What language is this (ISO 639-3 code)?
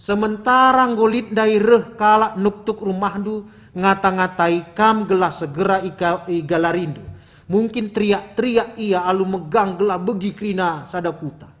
btx